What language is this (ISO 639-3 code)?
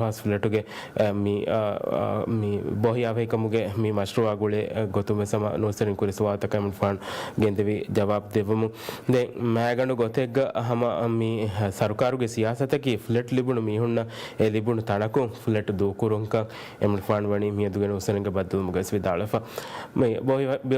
div